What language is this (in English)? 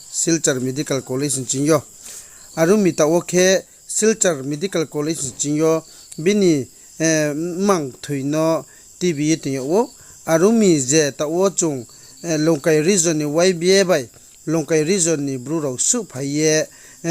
Riang (India)